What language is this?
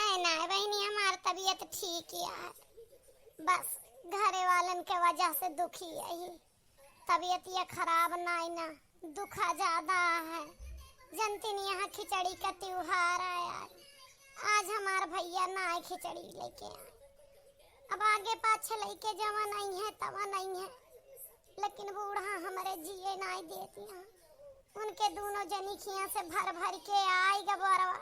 Awadhi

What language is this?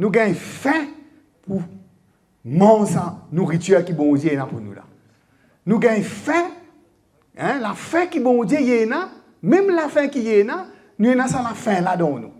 Morisyen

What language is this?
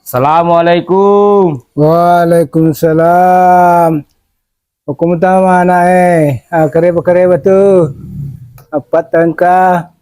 Buginese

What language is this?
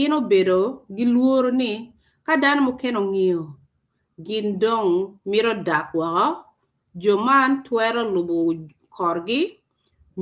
Acoli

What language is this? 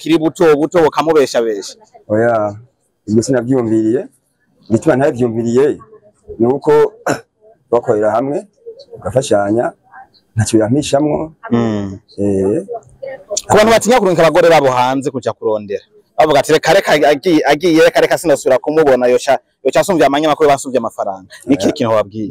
Rundi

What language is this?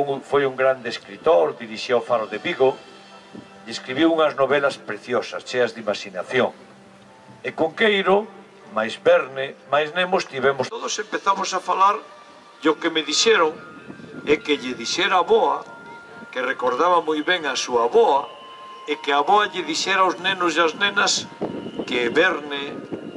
Galician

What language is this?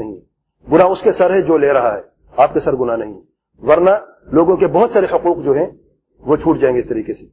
Urdu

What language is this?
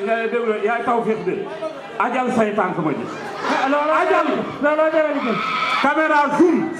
Wolof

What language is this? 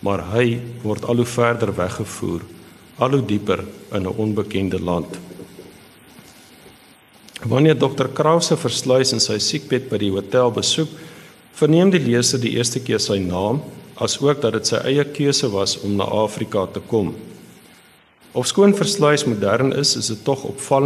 Afrikaans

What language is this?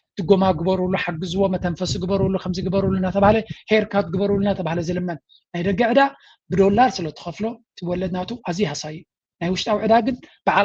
Tigrinya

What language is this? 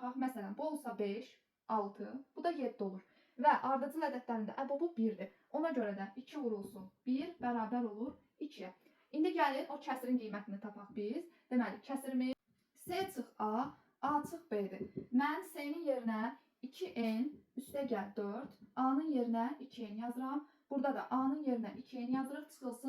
Azerbaijani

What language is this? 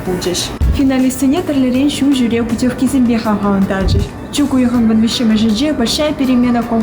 Chuvash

